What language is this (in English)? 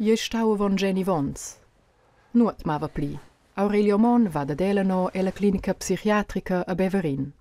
Romansh